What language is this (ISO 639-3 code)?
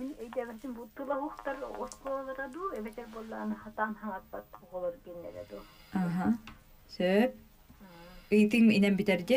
sah